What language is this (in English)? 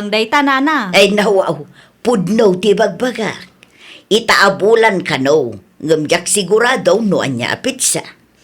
Iloko